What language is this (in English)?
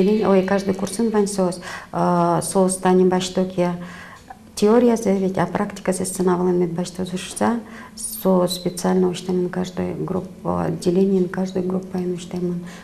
Udmurt